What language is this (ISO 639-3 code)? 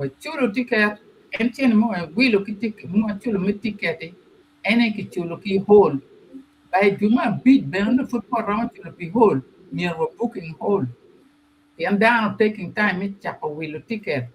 ach